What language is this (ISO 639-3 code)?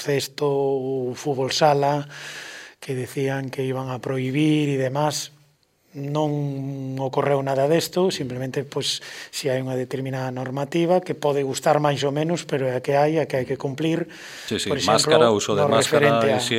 glg